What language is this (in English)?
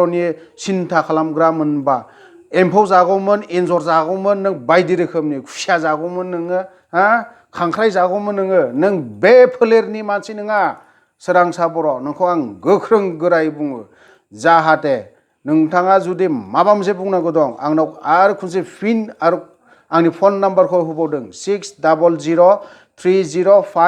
Bodo